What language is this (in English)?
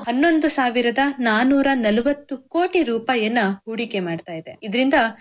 Kannada